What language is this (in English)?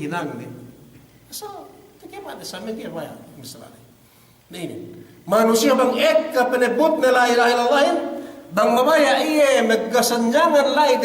Yakan